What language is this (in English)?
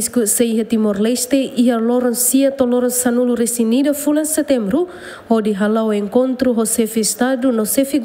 Tetum